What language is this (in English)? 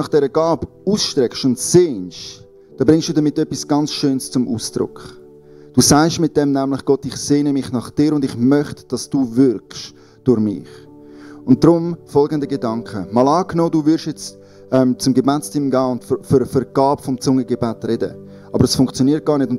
Swiss German